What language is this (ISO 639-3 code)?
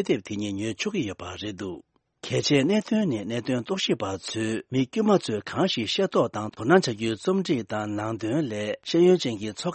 bod